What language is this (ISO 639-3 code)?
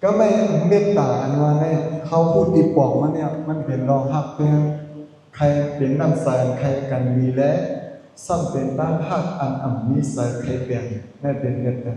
shn